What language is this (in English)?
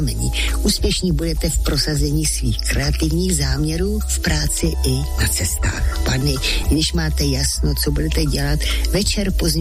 Czech